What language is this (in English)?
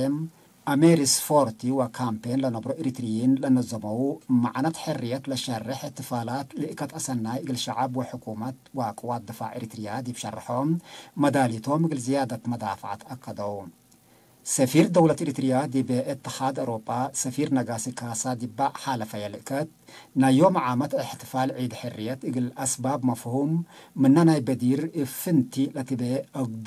Tigre